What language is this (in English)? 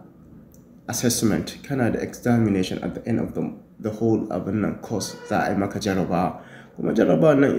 Hausa